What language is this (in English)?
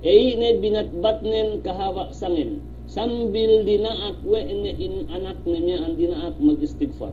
Yakan